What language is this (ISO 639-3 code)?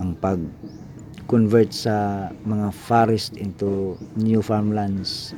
ceb